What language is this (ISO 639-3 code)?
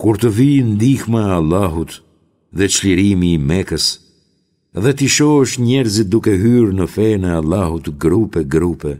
sqi